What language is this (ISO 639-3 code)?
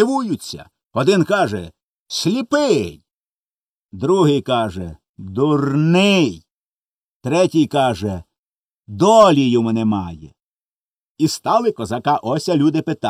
ukr